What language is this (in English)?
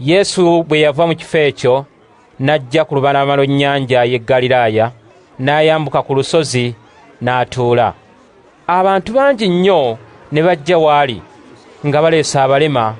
Ganda